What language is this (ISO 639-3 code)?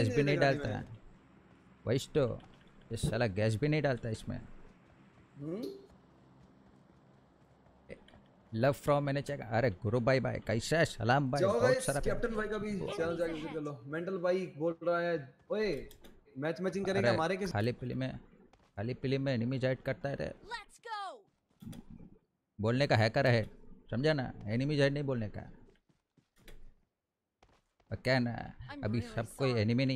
hin